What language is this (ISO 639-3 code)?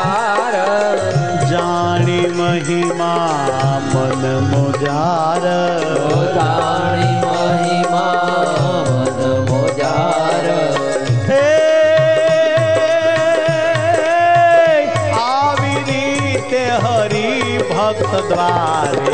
guj